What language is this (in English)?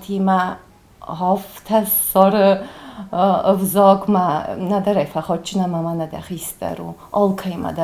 Ossetic